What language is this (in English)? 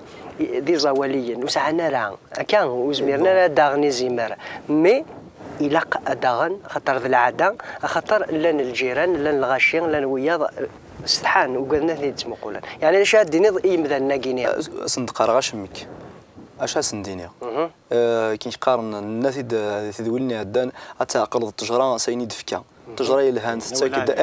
Kabyle